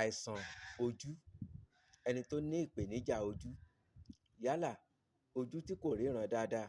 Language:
Yoruba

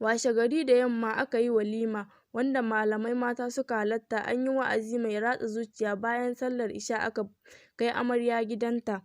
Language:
Hausa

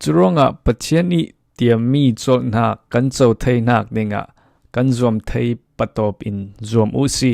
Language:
Falam Chin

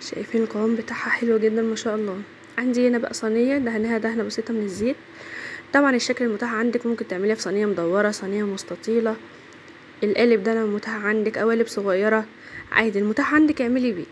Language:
Egyptian Arabic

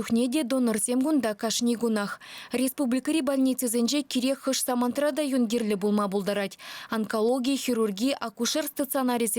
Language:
Chuvash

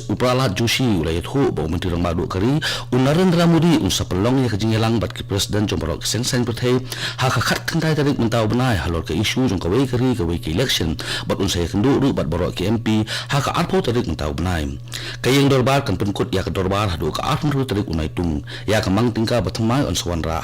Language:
Khasi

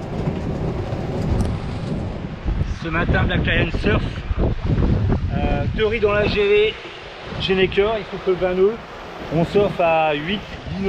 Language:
French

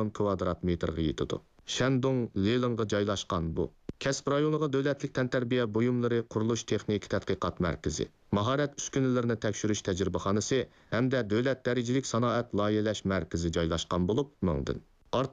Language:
Uyghur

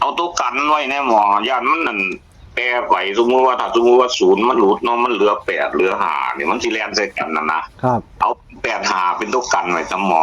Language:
Northeastern Thai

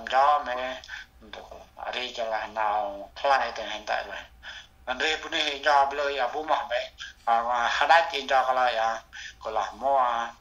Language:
Central Mnong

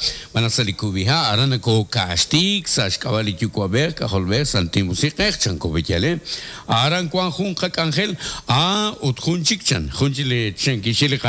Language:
Kekchí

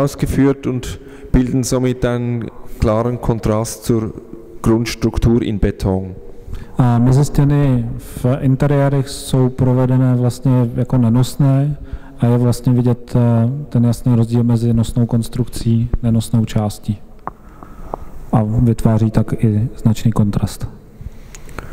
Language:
Czech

